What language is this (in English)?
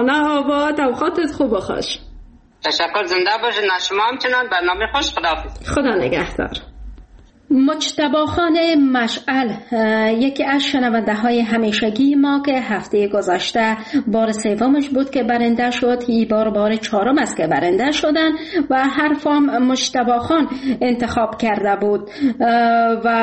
Persian